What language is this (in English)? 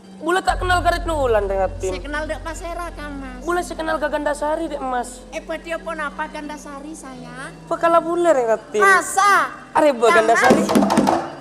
Madurese